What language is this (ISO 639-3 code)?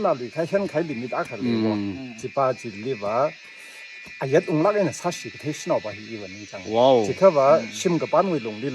nmf